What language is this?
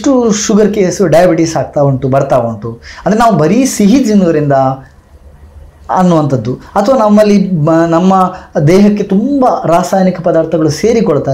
Kannada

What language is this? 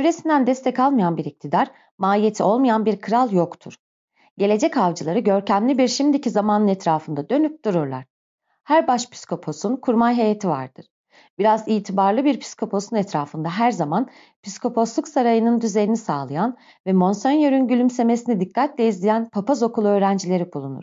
Turkish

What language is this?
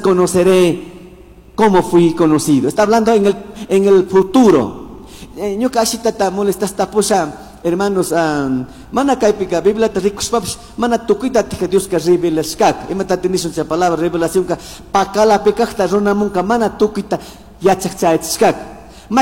Chimborazo Highland Quichua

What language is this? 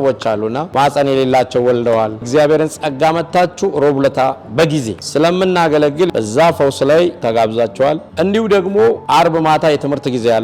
Amharic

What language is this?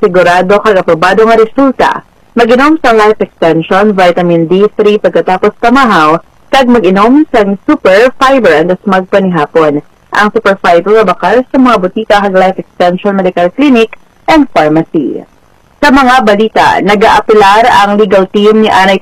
Hiligaynon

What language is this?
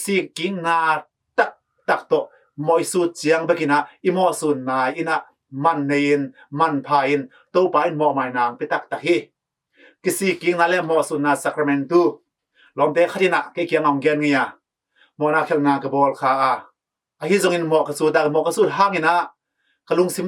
Tedim Chin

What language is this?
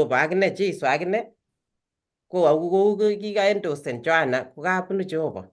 Kalenjin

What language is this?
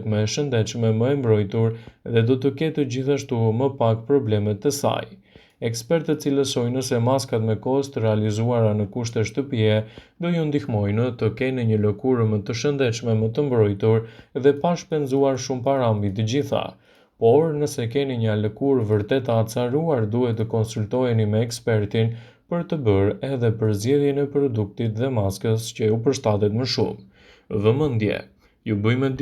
Albanian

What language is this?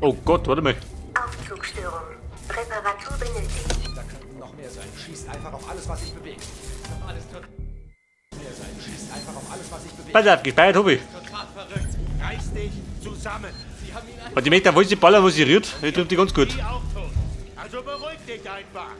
Bavarian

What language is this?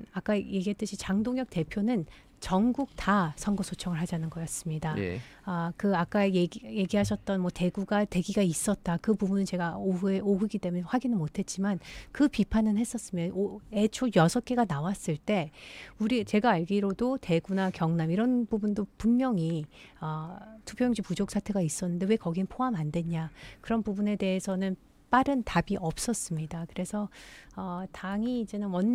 Korean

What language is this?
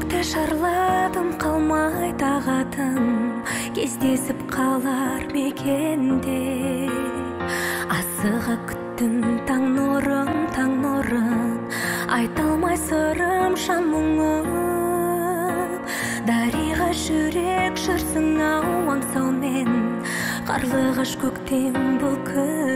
Kazakh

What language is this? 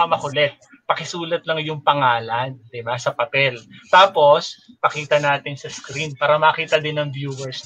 Filipino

